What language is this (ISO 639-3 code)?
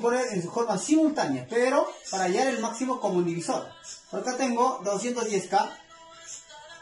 spa